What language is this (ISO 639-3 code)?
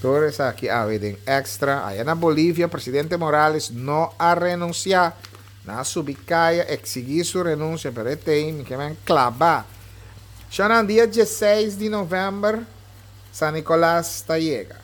pap